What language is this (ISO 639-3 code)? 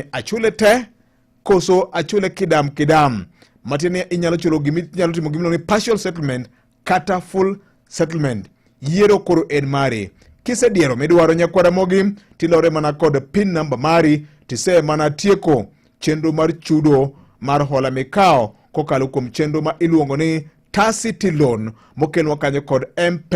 luo